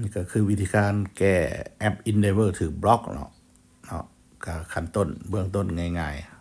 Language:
Lao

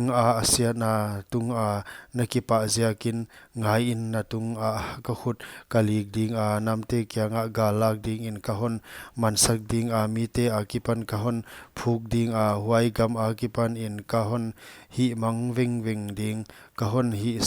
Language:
Paite Chin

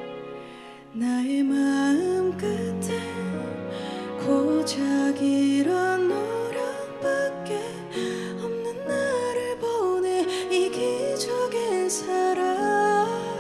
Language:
Korean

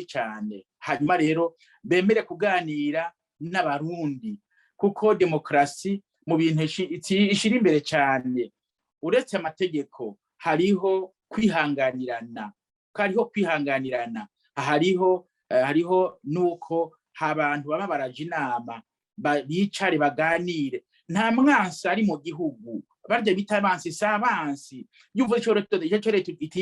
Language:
Rundi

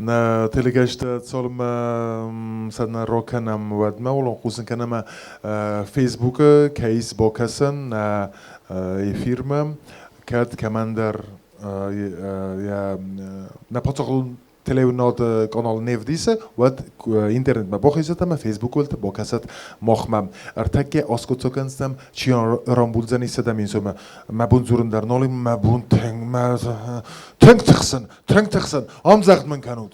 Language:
Ossetic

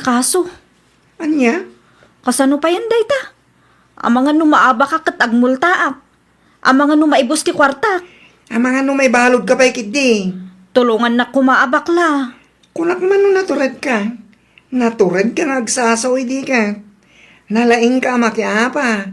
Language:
Iloko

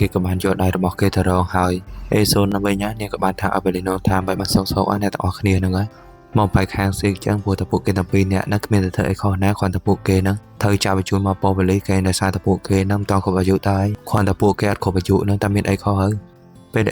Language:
Khmer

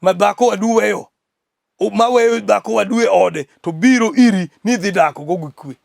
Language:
Luo (Kenya and Tanzania)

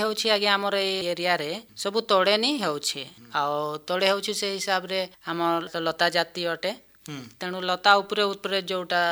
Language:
Odia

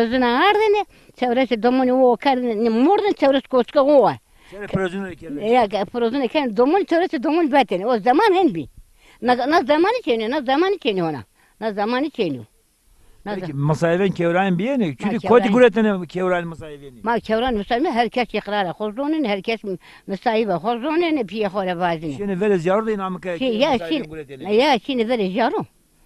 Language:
Zaza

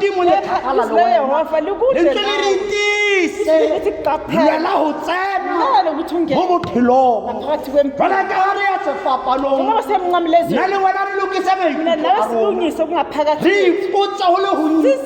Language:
Tswana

